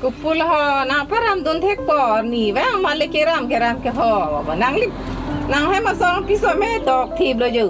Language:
Karbi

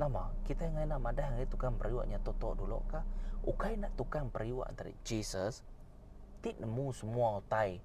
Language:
Iban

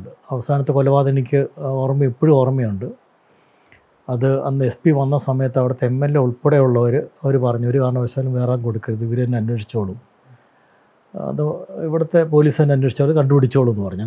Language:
Malayalam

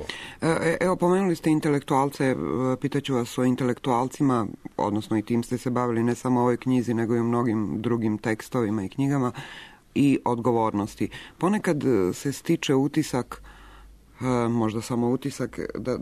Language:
Serbian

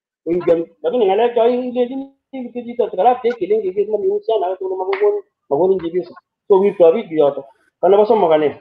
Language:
Kalenjin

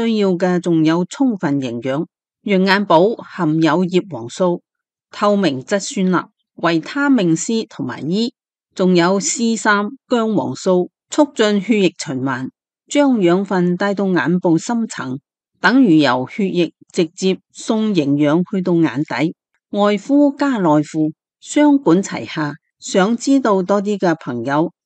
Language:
Cantonese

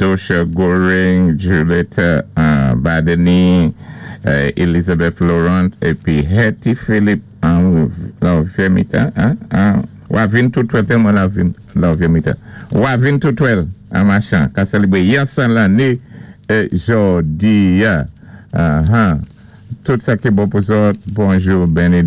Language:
Saint Lucian Creole French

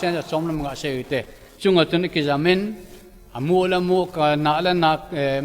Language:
Thado Chin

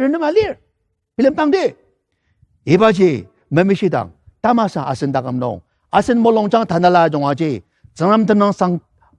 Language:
Ao Naga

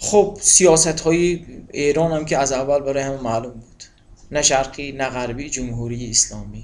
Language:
Tajik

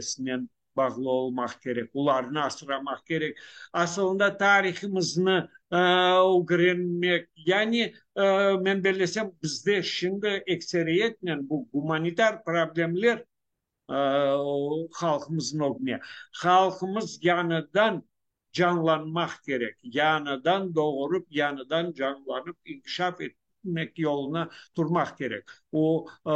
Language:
Crimean Tatar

